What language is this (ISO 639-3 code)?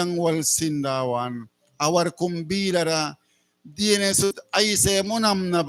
miq